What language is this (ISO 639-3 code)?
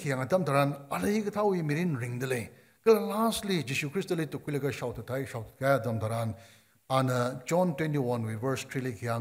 nmf